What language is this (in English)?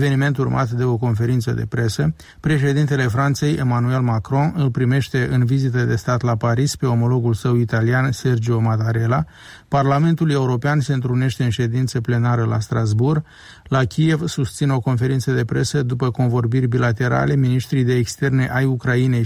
Romanian